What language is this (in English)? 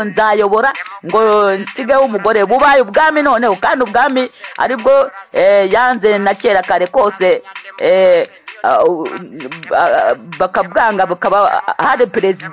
Kinyarwanda